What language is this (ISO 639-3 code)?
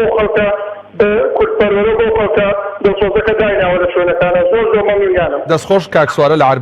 ckb